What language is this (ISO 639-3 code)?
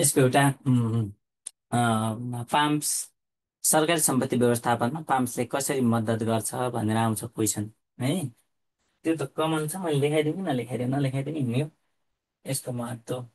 nep